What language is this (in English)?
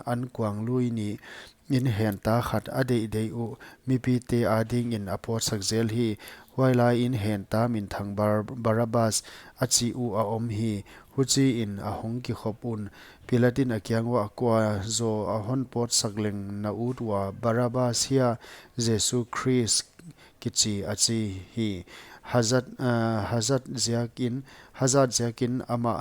Paite Chin